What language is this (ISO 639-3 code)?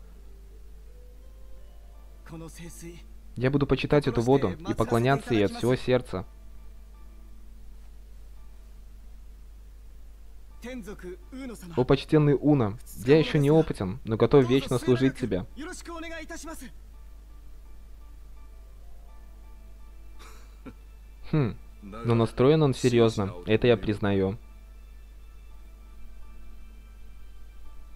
rus